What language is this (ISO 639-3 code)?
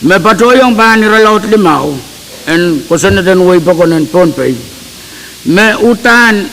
pon